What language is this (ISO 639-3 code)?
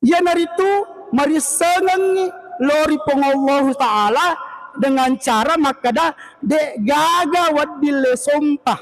bug